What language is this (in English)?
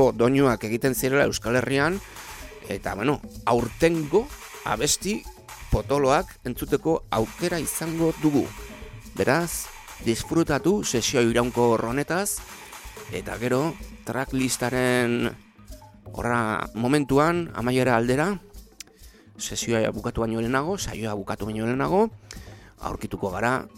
Basque